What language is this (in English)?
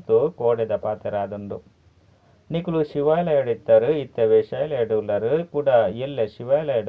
Tulu